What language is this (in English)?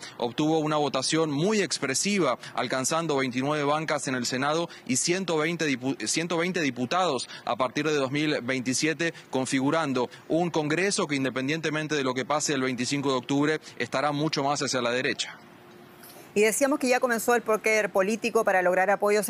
Spanish